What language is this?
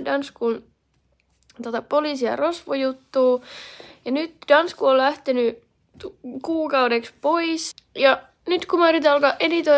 Finnish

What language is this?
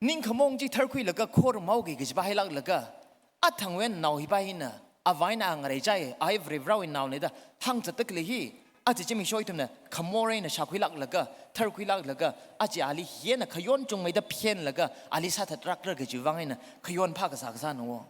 Tangkhul Naga (India)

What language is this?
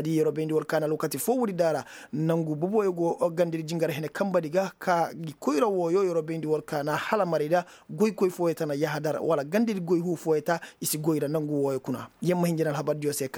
Koyraboro Senni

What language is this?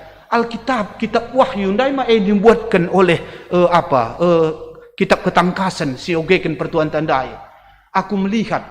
Batak Karo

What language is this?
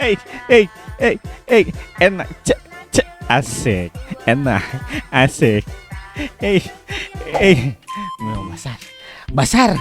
Ambonese Malay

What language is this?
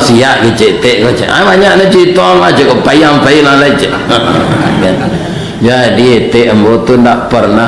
Minangkabau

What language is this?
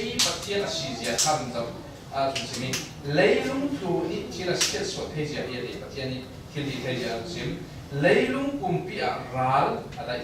Falam Chin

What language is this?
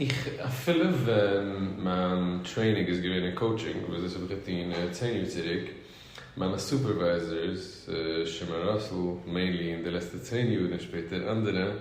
Yiddish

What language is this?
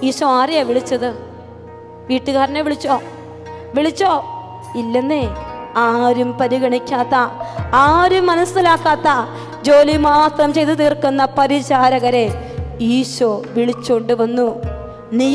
Malayalam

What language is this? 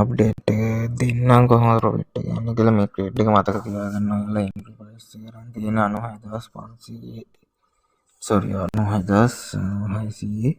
Sinhala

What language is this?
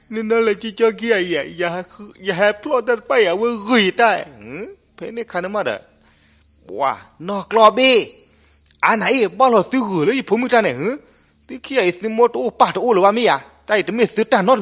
S'gaw Karen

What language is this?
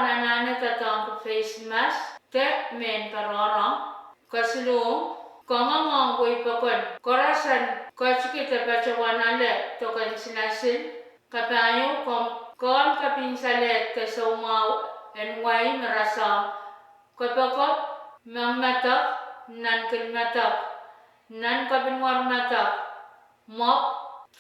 Pohnpeian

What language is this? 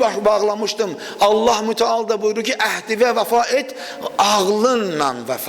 Azerbaijani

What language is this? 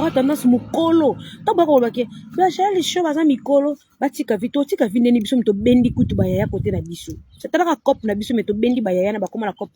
Lingala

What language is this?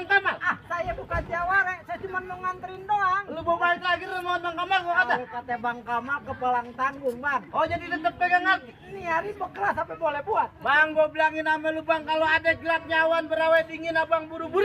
Betawi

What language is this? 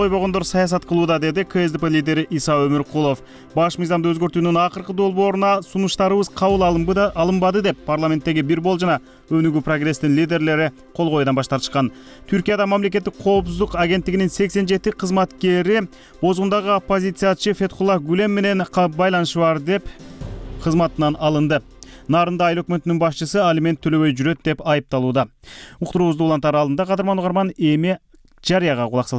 Kyrgyz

